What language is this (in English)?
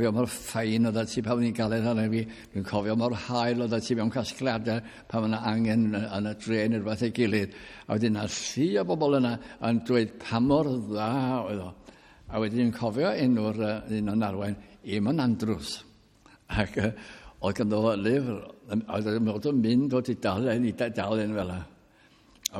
Welsh